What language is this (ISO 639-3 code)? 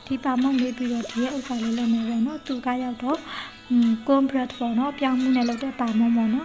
mya